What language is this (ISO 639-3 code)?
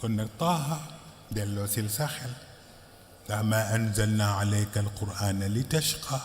wol